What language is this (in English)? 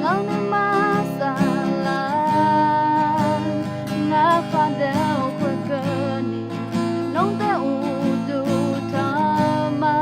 Akha